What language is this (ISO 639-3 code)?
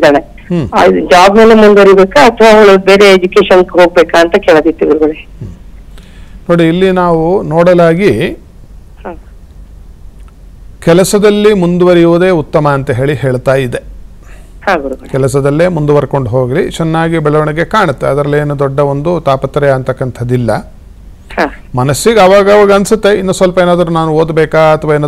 kan